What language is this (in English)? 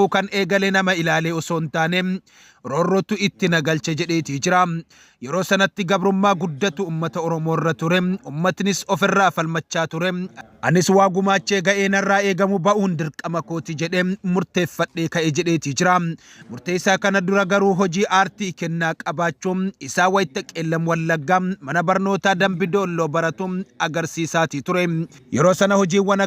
Oromo